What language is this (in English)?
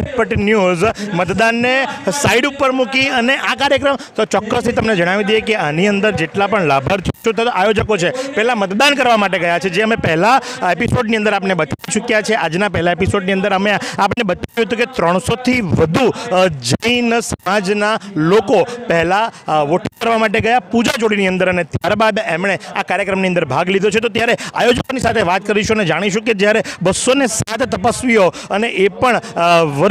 Gujarati